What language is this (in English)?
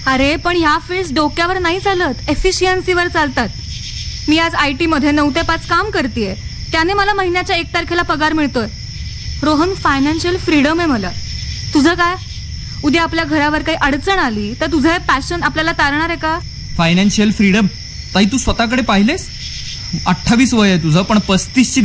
Marathi